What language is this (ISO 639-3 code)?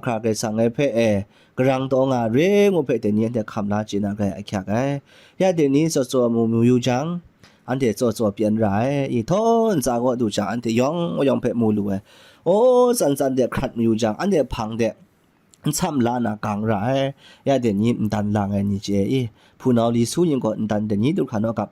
kac